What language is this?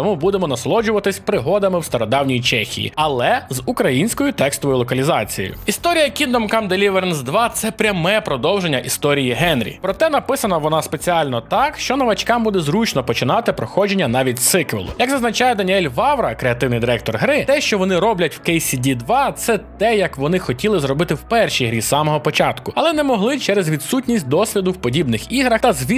Ukrainian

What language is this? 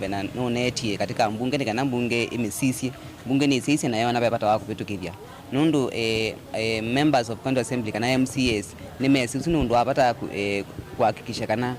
Kamba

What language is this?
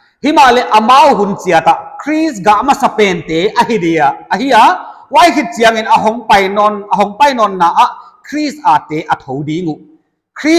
Paite Chin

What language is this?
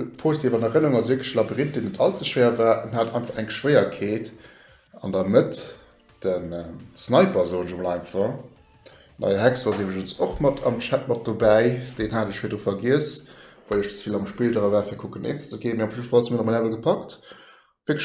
Luxembourgish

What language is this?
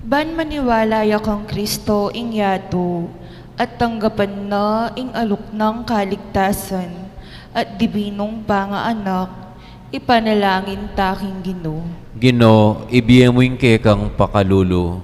Pampanga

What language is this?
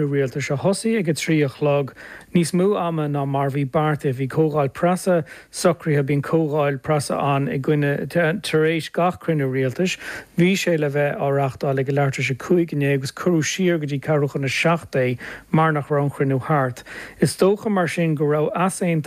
Irish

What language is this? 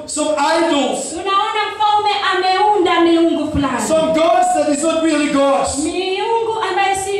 Swahili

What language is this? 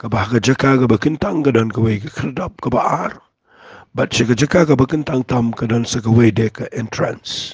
Khasi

